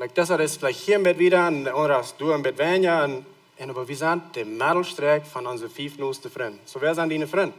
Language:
Plautdietsch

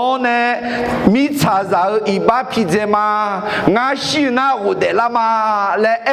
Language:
Akha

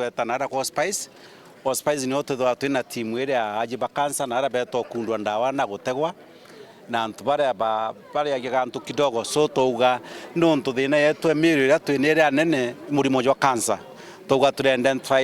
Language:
Meru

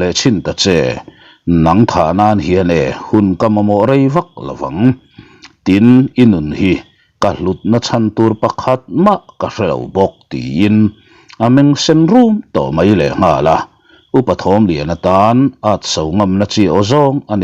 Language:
Mizo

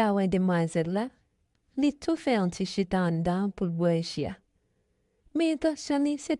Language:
Haitian Creole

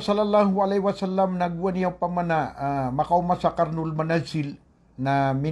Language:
Maranao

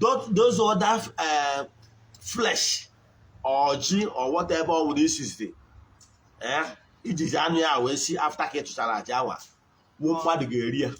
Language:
Igbo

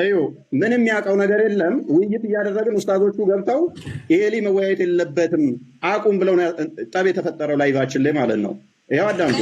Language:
Amharic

